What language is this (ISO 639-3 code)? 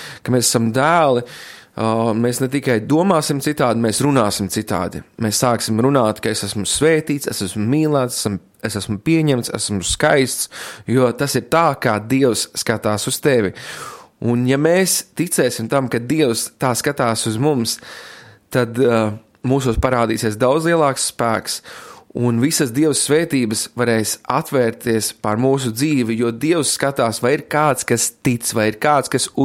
lav